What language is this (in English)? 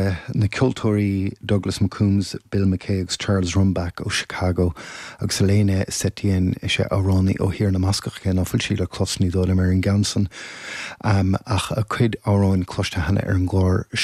Irish